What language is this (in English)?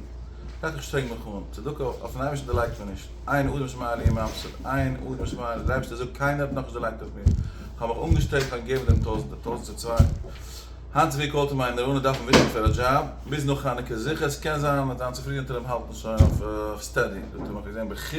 Yiddish